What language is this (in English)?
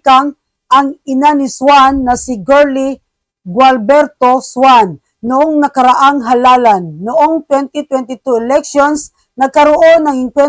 Filipino